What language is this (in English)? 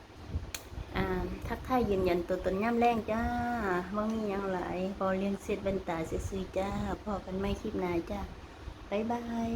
Northeastern Thai